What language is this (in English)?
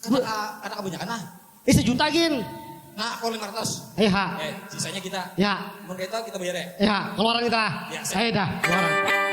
Banjar